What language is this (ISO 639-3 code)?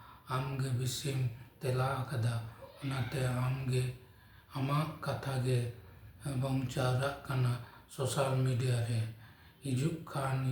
sat